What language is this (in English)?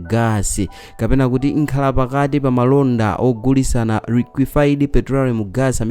Nyanja